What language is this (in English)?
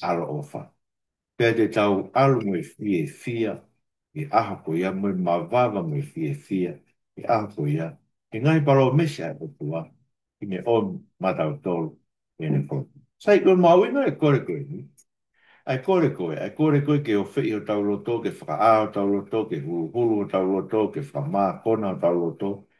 Tongan